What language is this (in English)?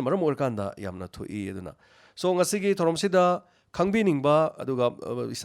Manipuri